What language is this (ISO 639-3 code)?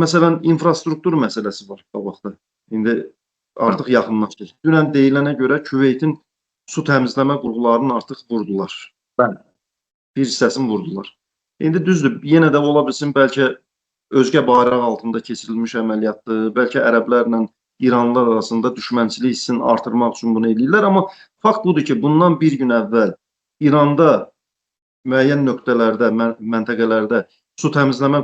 aze